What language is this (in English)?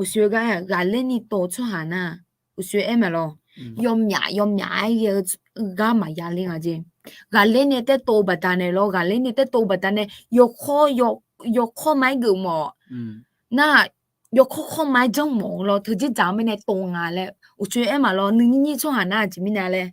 Akha